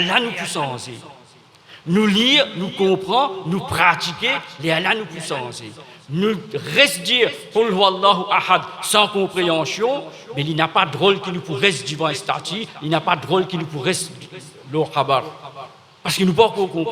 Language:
Morisyen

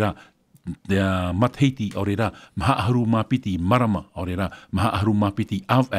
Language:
Tahitian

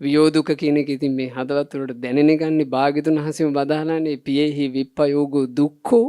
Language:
Sinhala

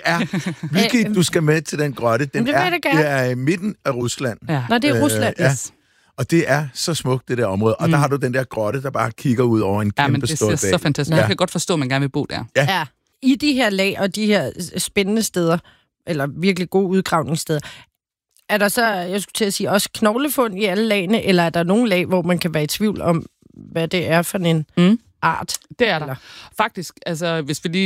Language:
Danish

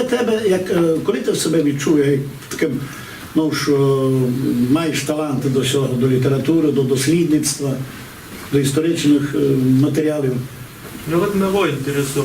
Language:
Rusyn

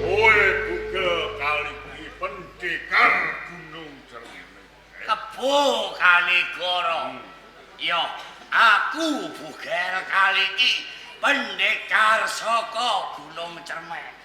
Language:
Javanese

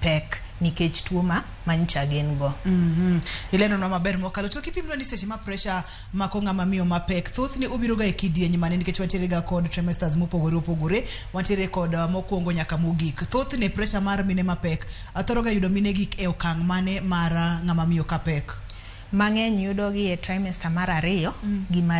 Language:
Luo (Kenya and Tanzania)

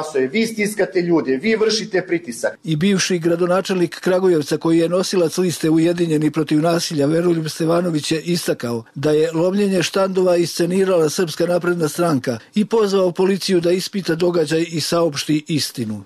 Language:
Serbian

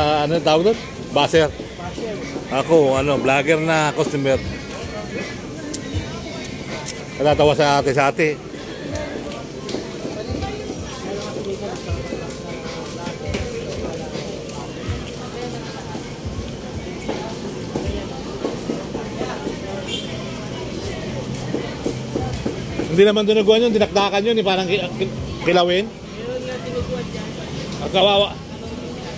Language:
Filipino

